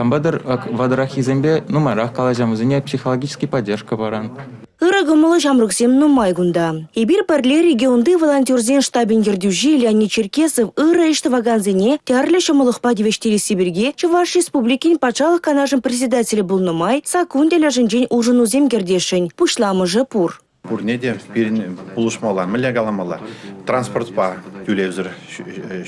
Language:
Chuvash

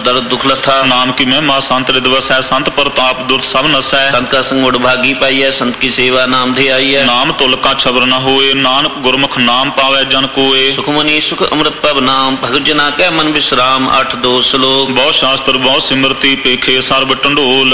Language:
Punjabi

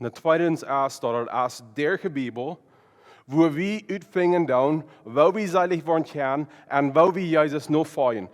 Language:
Plautdietsch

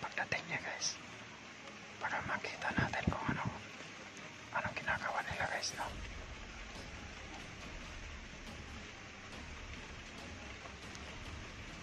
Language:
Filipino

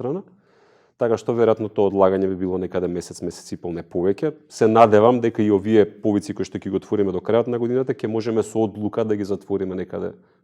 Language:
Macedonian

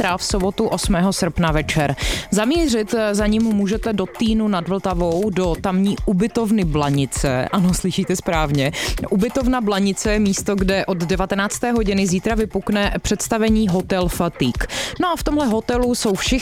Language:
Czech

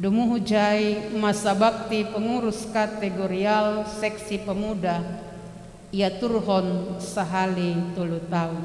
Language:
Batak Simalungun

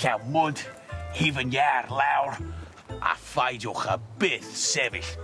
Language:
Welsh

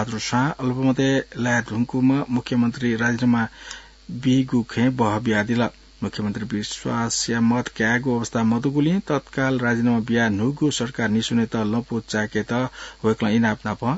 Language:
Newari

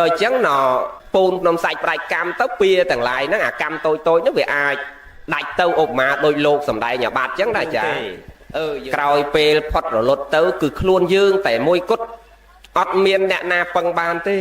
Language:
Khmer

